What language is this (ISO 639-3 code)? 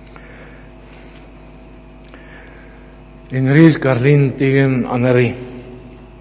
afr